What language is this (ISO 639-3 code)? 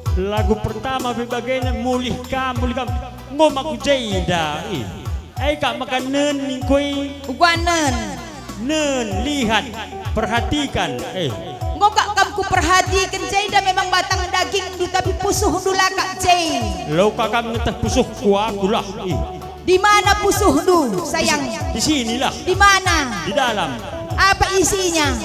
btx